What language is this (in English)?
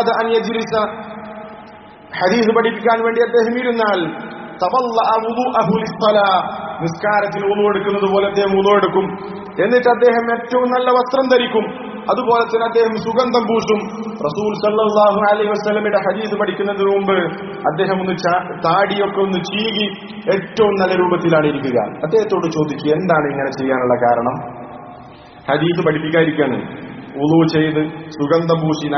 Malayalam